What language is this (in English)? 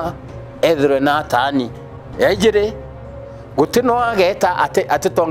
Meru